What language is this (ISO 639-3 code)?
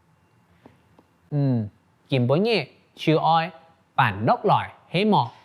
hak